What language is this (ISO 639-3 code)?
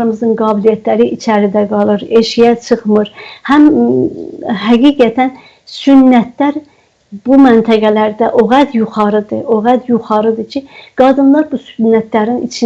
azb